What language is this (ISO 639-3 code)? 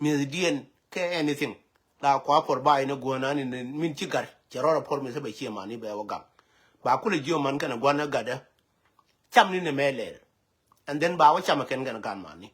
nus